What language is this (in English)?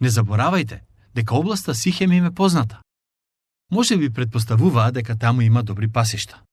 Macedonian